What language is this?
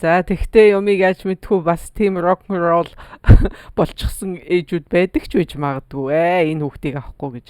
Mongolian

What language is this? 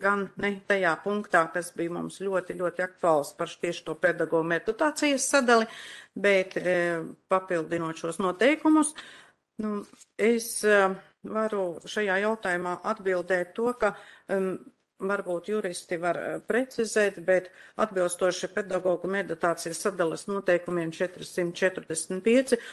Latvian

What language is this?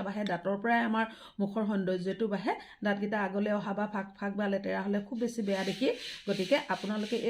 Assamese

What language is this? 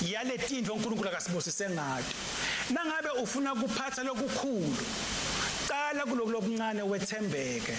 Swati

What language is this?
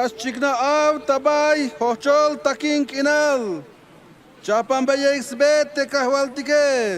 Tzeltal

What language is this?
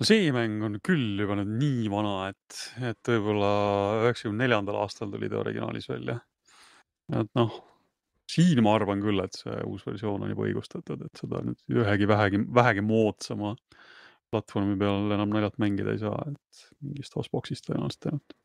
Estonian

